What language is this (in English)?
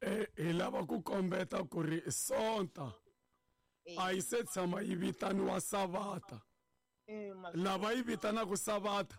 Tsonga